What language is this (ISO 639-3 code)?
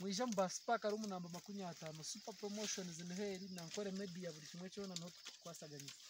nyn